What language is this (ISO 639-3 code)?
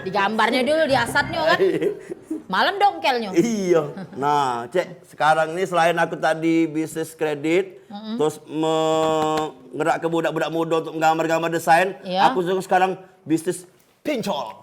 mui